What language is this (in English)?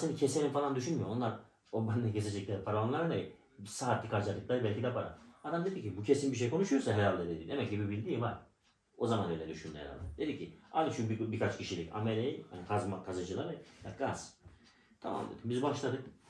Turkish